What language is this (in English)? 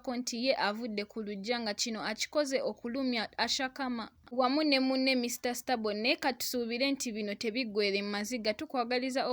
Ganda